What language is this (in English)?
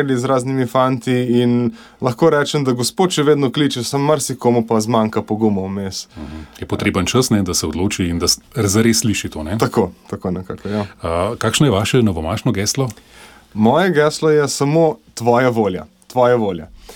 Slovenian